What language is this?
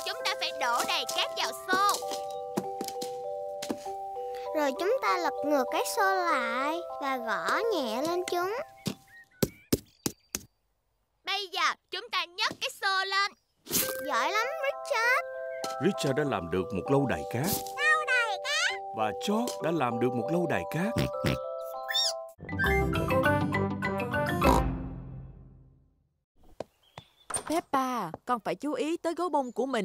Vietnamese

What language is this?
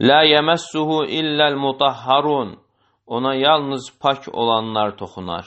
Azerbaijani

